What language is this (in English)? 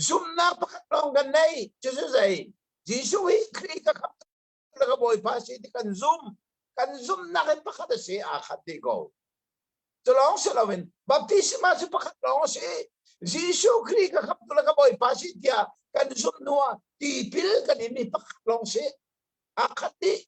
Hakha Chin